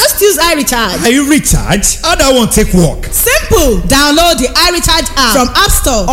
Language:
Yoruba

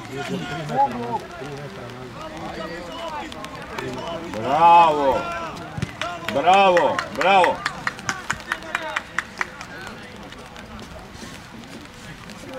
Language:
Serbian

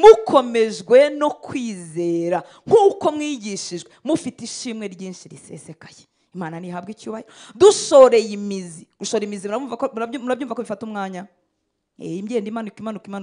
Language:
Kinyarwanda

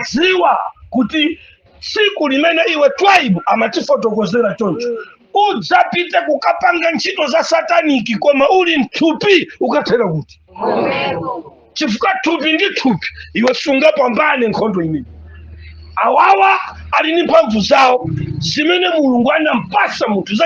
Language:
Nyanja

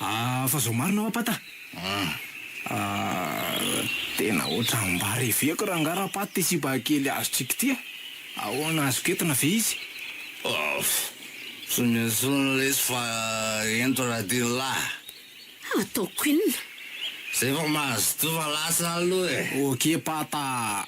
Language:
Malagasy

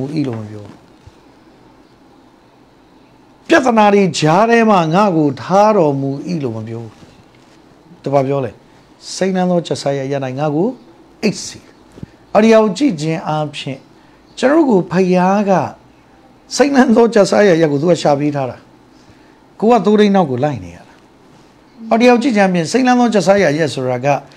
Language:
Burmese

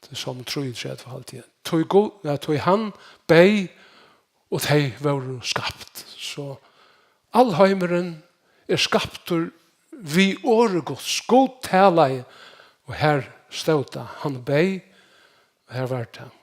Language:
Faroese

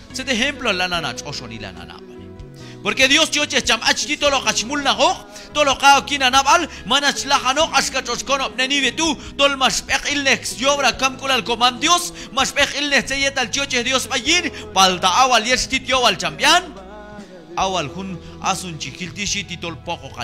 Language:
Q'anjob'al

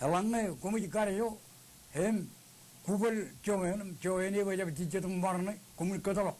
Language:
Marshallese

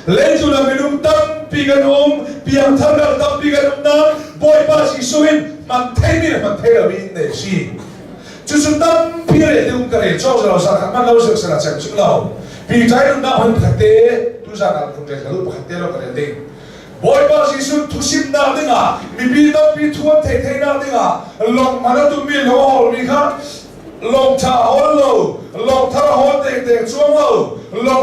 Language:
Hakha Chin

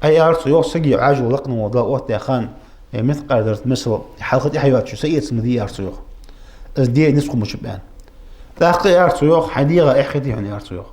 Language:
Ingush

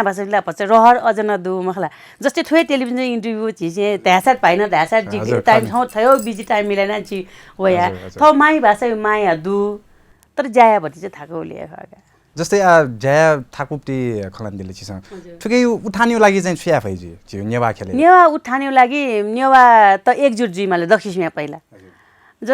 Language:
Newari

